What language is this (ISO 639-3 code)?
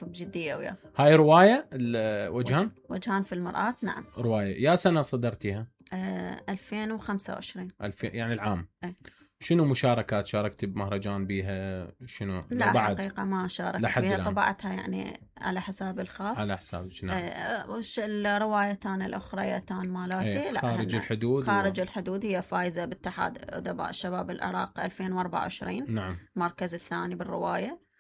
acm